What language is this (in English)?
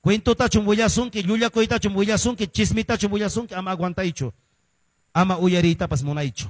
Quechua